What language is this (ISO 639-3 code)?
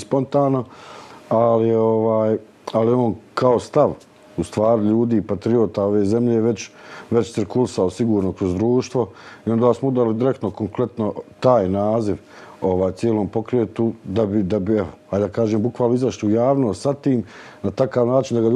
bos